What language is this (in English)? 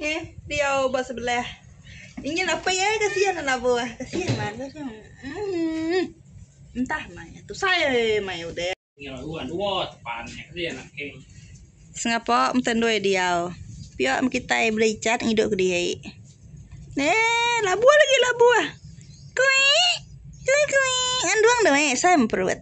Iban